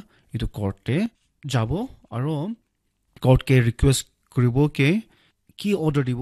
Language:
Naga Pidgin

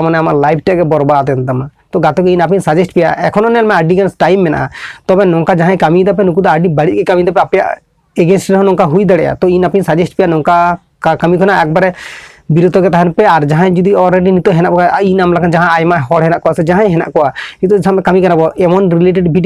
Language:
Santali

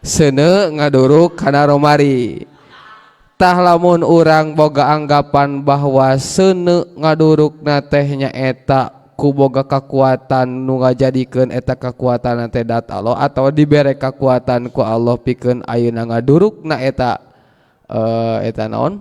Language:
Sundanese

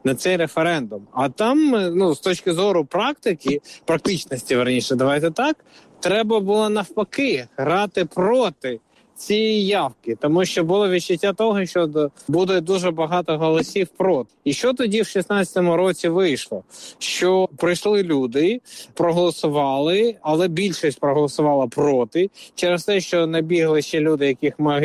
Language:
Ukrainian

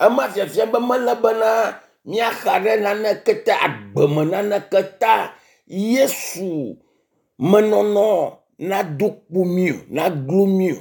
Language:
Ewe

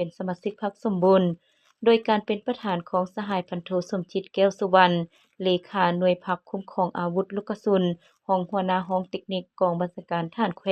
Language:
Lao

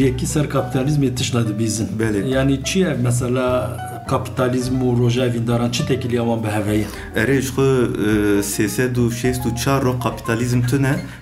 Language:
Kurdish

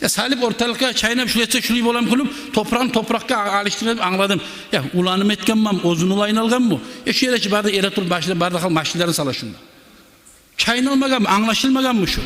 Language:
Kumyk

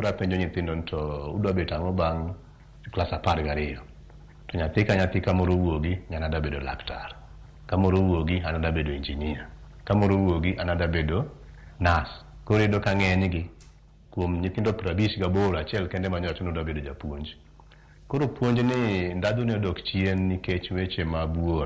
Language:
Luo (Kenya and Tanzania)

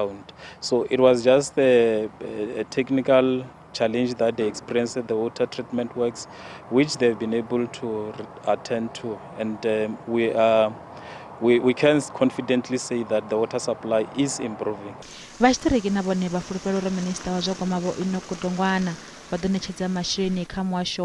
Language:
Venda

